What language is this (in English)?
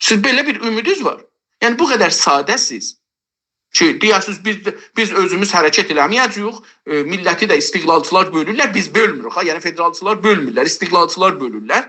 South Azerbaijani